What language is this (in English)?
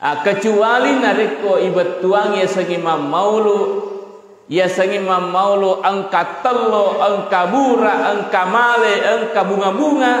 Buginese